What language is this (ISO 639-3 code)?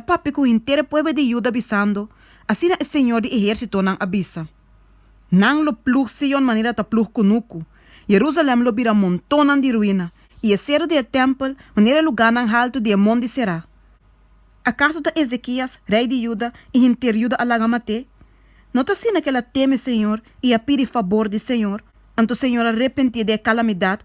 pap